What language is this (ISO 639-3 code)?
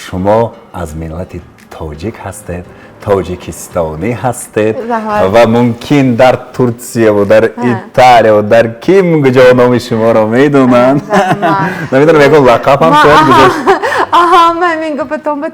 tgk